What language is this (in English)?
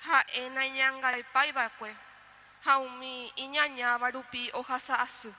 Guarani